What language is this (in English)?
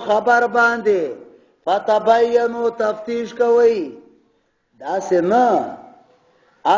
Pashto